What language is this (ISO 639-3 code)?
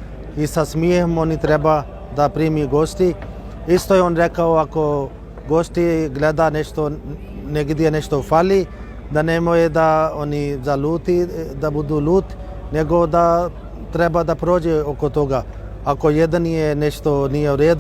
bos